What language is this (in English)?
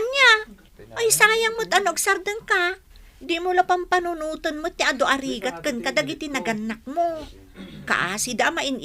Iloko